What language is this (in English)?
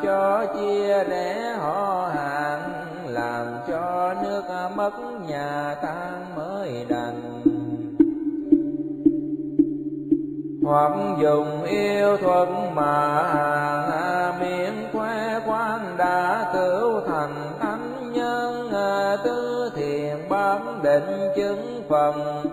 Vietnamese